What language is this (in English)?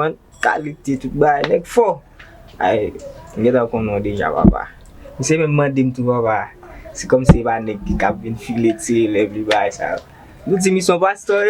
Haitian Creole